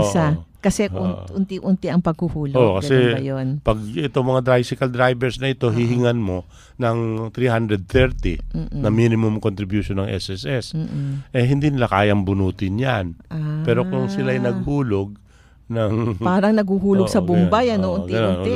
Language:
Filipino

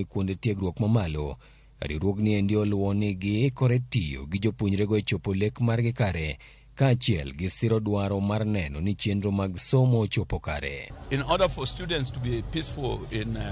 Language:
Luo (Kenya and Tanzania)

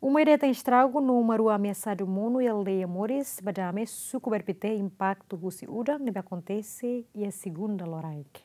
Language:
Tetum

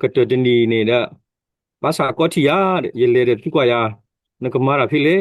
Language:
S'gaw Karen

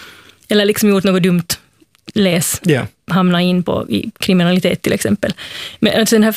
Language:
Swedish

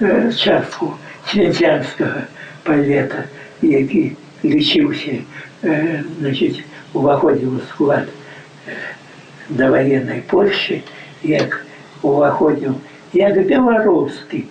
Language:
Belarusian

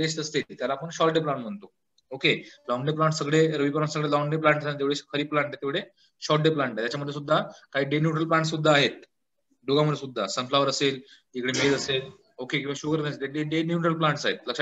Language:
Marathi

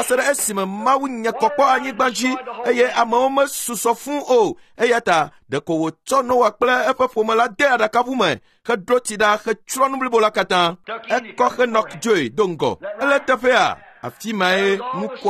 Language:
Ewe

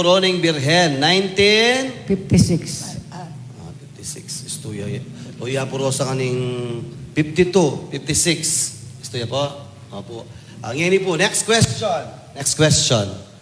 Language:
Pampanga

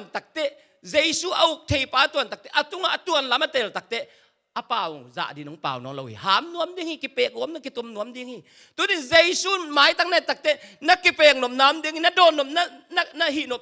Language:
Tedim Chin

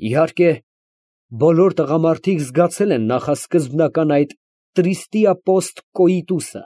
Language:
Armenian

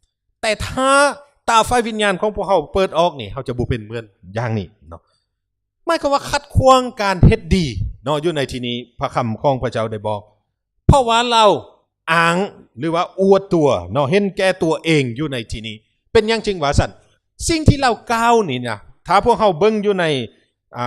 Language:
Lao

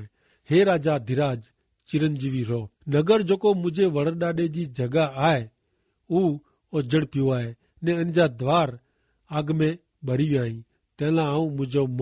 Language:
Kachhi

